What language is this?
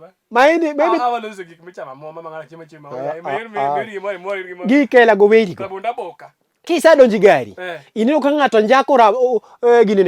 Luo (Kenya and Tanzania)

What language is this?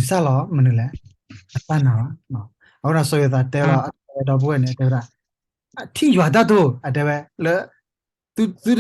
S'gaw Karen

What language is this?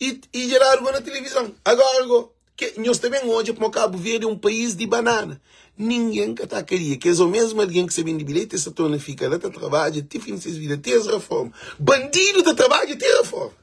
Kabuverdianu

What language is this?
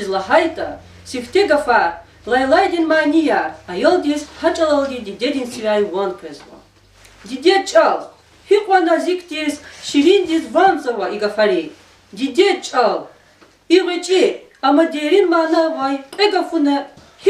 Lezghian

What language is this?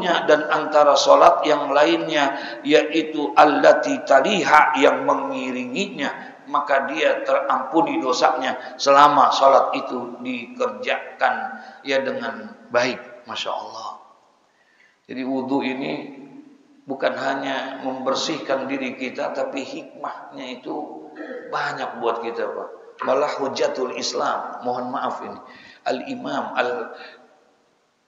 Indonesian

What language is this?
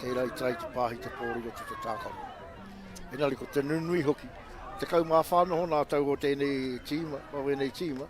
Māori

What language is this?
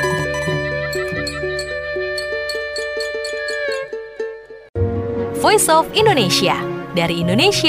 Indonesian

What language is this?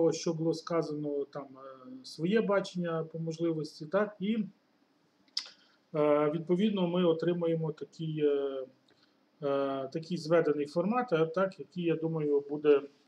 Ukrainian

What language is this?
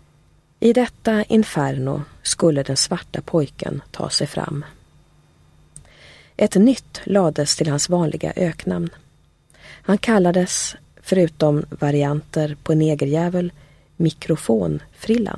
Swedish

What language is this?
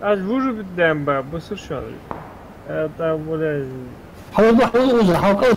Ingush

